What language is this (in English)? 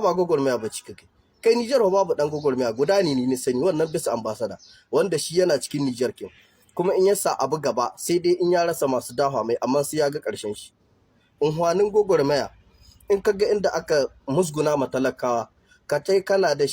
Hausa